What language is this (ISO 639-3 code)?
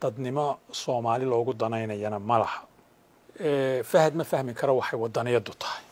som